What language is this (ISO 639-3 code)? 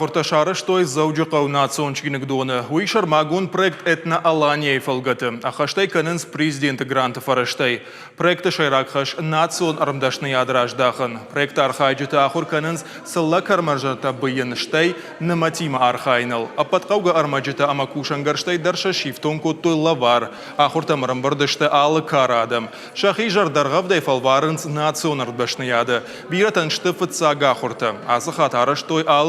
oss